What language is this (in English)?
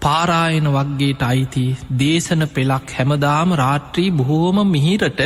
Sinhala